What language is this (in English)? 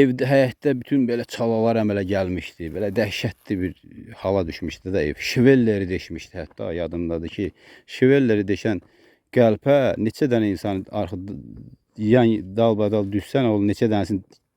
Azerbaijani